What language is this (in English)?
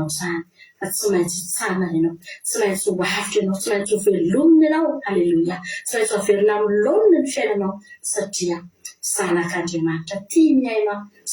Malagasy